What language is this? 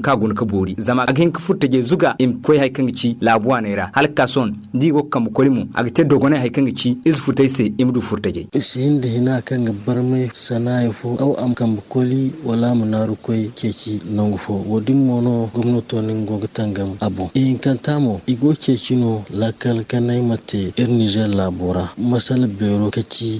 Zarma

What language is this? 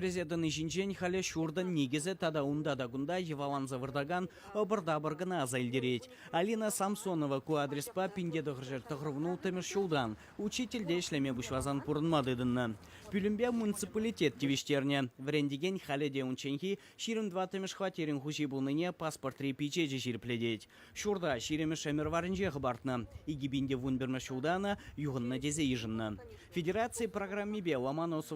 Chuvash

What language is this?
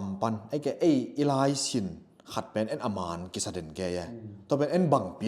Tedim Chin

